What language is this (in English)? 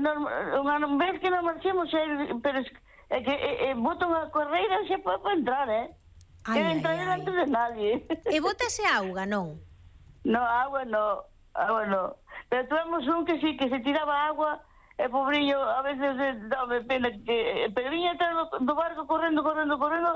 Galician